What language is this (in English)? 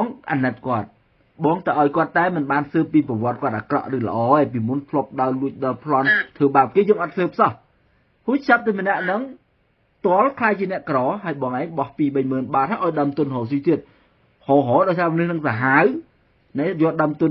Khmer